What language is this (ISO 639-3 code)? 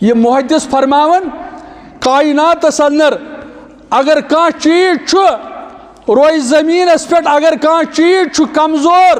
kas